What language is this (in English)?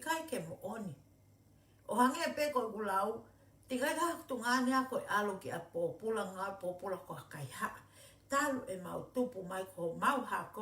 Tongan